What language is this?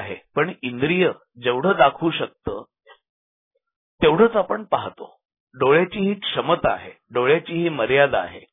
Marathi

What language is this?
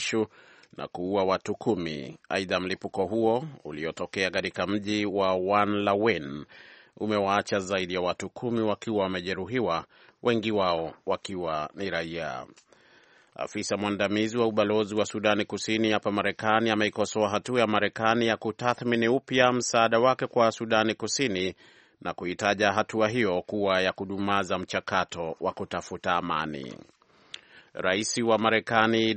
Swahili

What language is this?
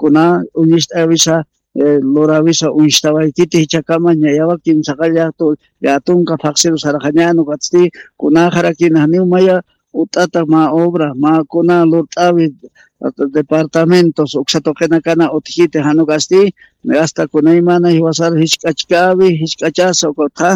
Aymara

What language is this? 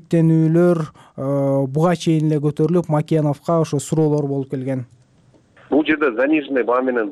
Kyrgyz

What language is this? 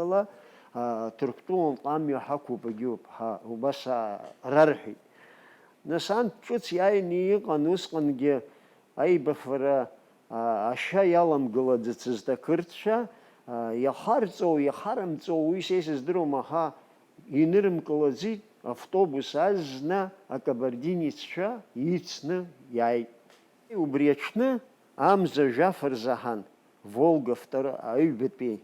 Abkhazian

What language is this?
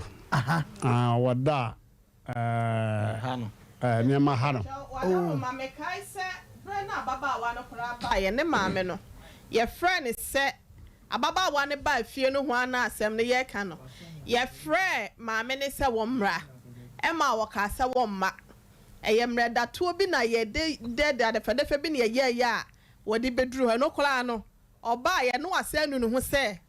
Akan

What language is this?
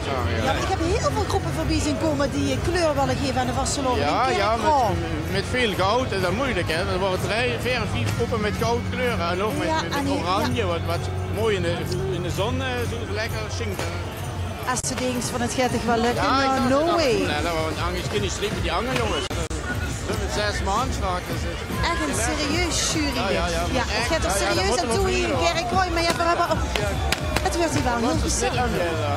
Limburgish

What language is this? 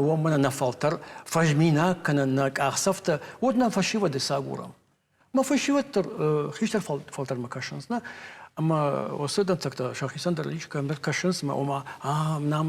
Ossetic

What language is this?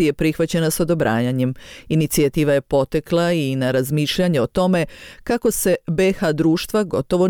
Bosnian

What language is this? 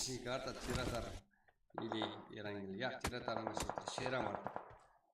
Kara-Kalpak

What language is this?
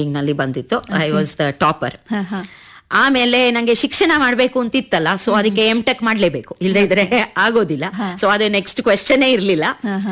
Kannada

